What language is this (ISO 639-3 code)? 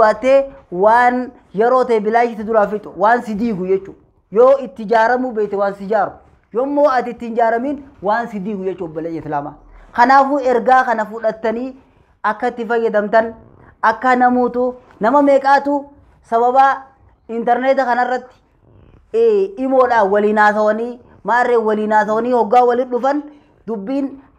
orm